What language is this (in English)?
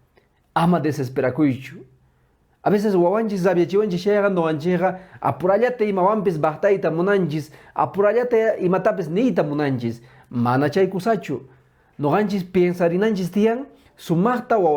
Quechua